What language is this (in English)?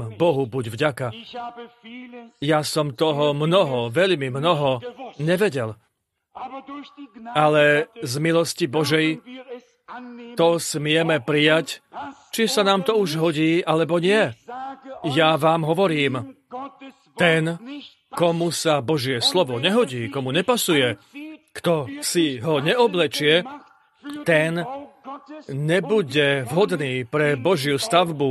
Slovak